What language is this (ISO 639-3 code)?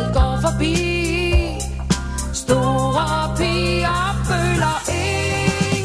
dan